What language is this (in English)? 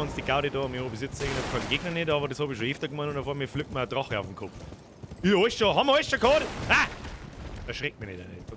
Bavarian